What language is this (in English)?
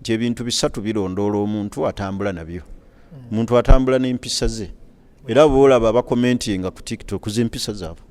Ganda